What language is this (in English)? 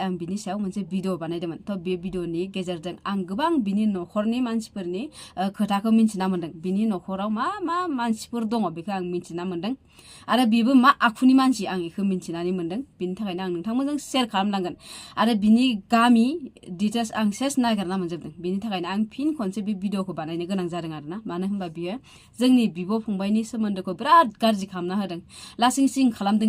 Bodo